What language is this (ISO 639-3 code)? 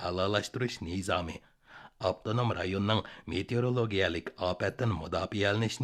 uig